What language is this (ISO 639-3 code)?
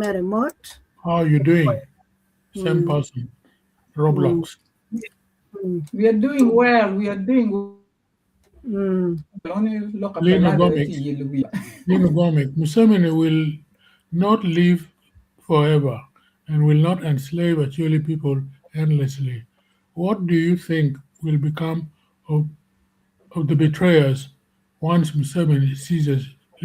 ach